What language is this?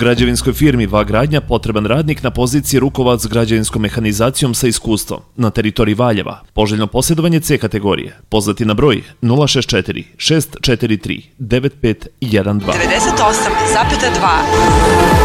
Serbian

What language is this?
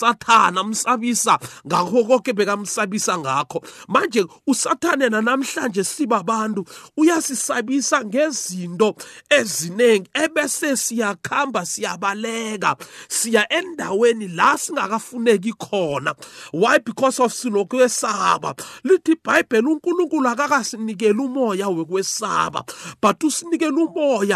South Ndebele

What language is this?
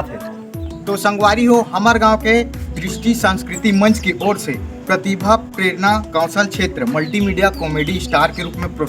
Chhattisgarhi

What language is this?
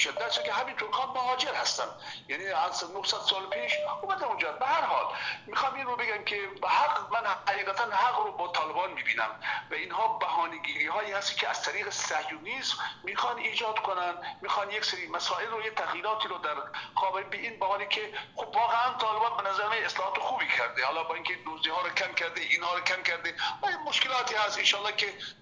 Persian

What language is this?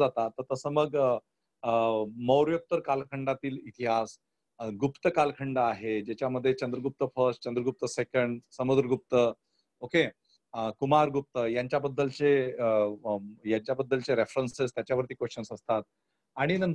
Marathi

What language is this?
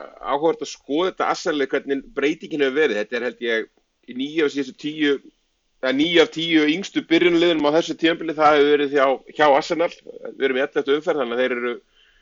Icelandic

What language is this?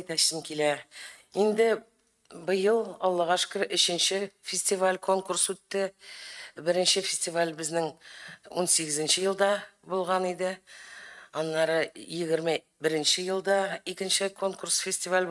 Tatar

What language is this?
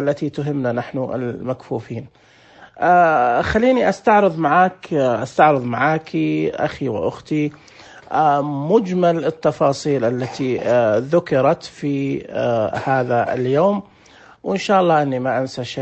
Najdi Arabic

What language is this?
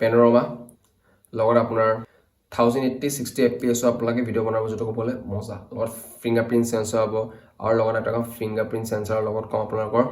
Assamese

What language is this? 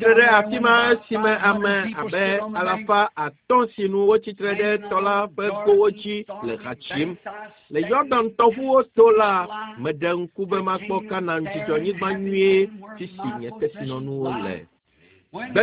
Ewe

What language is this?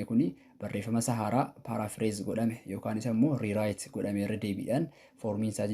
Oromo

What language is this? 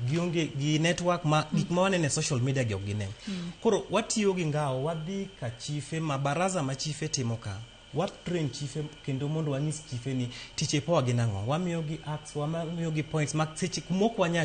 Luo (Kenya and Tanzania)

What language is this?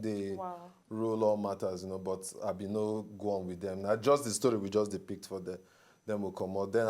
Nigerian Pidgin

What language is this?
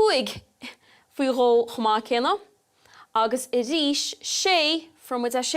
Irish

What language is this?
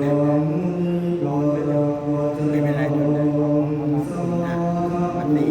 Pali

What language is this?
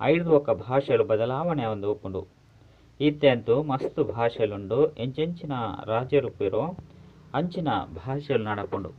Tulu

